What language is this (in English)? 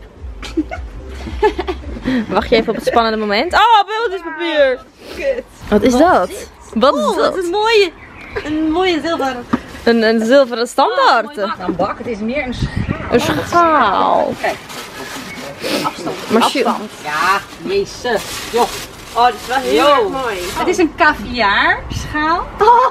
Dutch